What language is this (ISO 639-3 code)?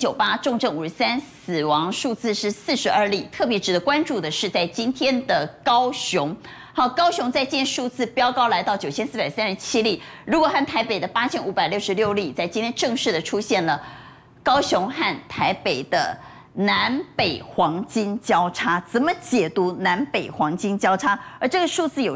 zho